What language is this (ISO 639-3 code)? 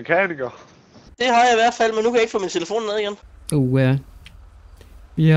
dan